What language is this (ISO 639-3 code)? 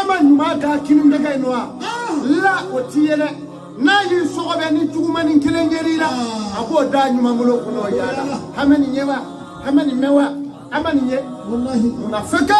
bam